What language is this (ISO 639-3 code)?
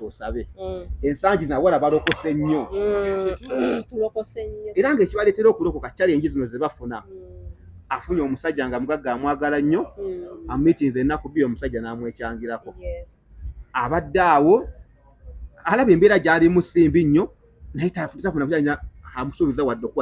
lug